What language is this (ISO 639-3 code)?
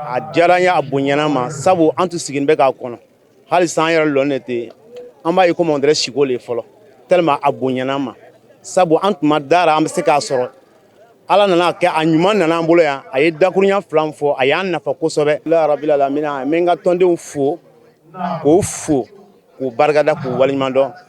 bam